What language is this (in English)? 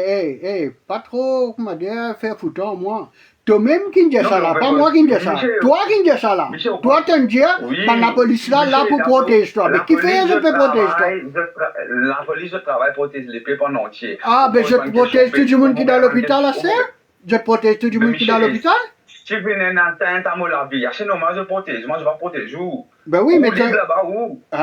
Morisyen